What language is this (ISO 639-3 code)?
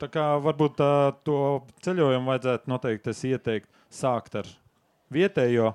lav